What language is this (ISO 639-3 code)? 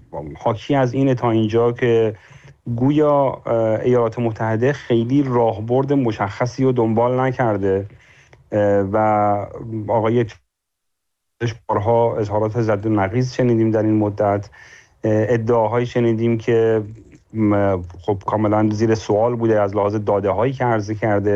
fas